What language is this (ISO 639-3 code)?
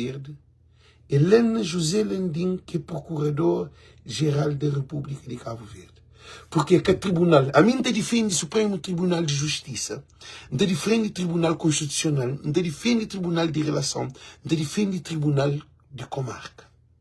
kea